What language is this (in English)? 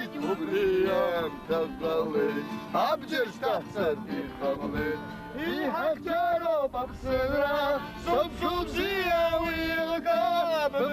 Abkhazian